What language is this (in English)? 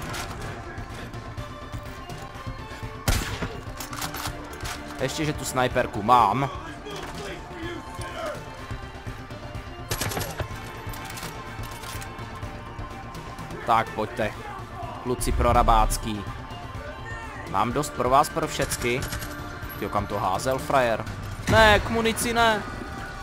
Czech